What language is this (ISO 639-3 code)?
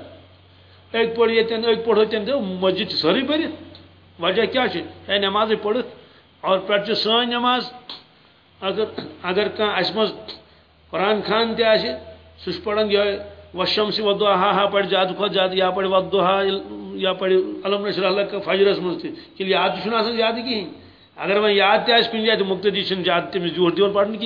kas